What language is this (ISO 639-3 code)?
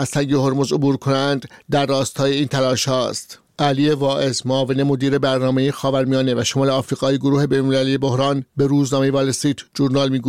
fas